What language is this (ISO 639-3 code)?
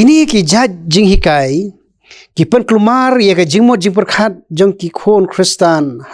kha